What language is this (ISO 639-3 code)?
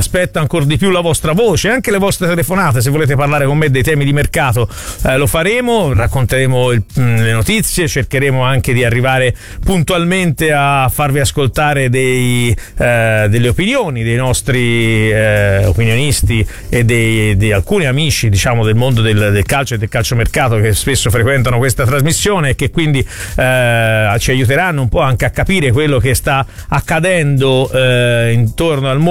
ita